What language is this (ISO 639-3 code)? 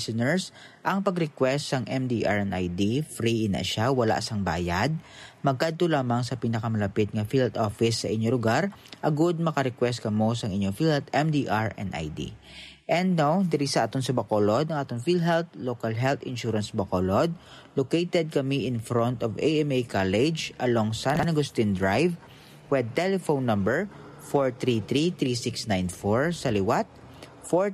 hil